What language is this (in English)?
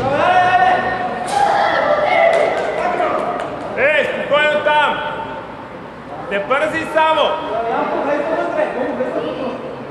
Bulgarian